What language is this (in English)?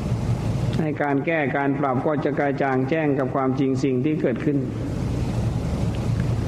Thai